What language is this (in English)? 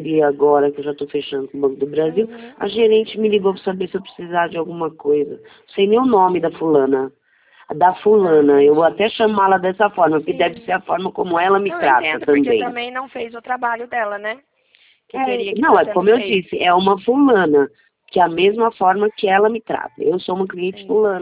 Portuguese